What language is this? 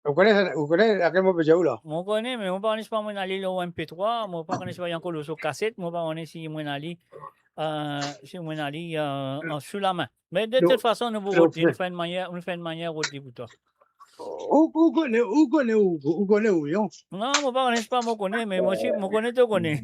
Morisyen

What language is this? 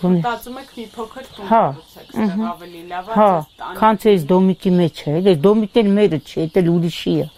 Armenian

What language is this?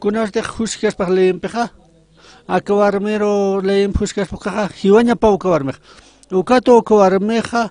Aymara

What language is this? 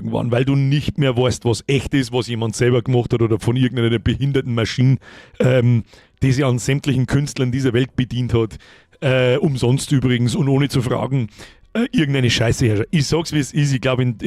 Bavarian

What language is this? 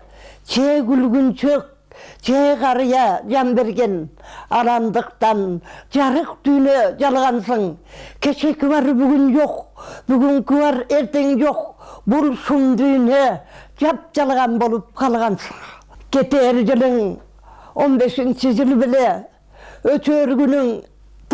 Kyrgyz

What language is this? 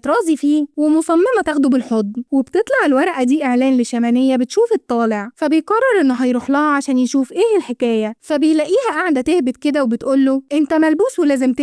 Egyptian Arabic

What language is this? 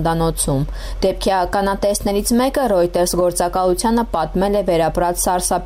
Armenian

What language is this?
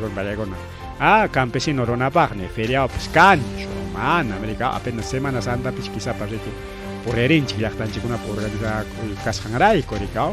Ayacucho Quechua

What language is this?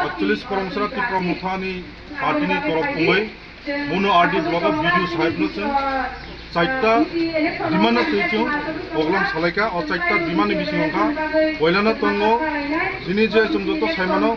Kok Borok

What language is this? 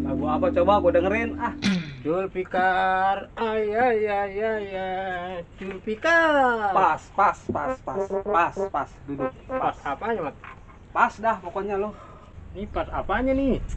Betawi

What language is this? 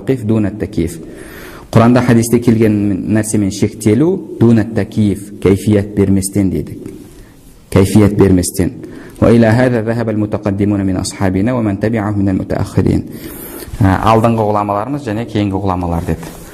Kazakh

